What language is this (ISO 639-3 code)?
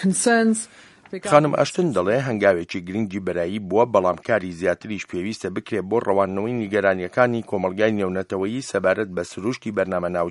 ckb